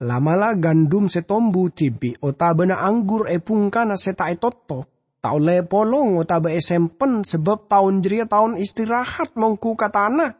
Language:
Madurese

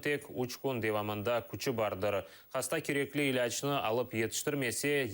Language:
Crimean Tatar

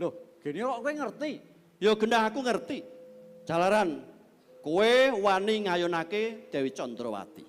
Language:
Javanese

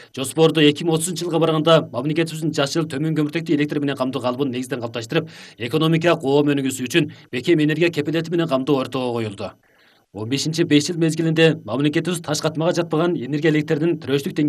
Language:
Kyrgyz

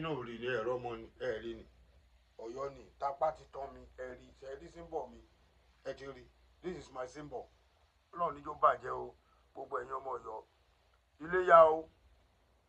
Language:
Yoruba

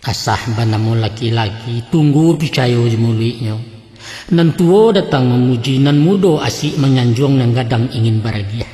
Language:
Minangkabau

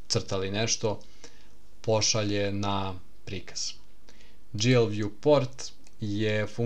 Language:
Serbian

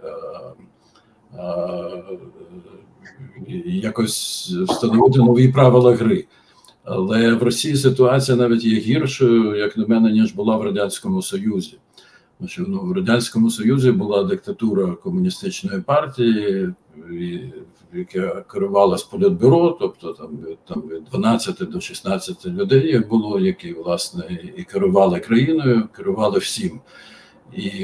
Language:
Ukrainian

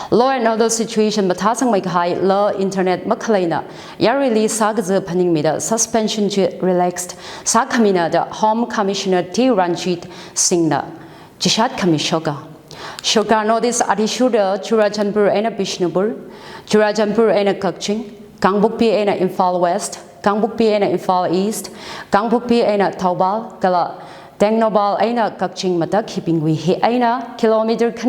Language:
Tangkhul Naga (India)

